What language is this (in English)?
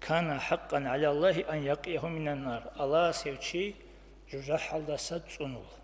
Avaric